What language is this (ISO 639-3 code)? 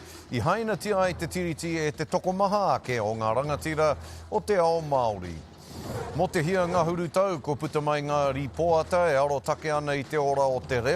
mri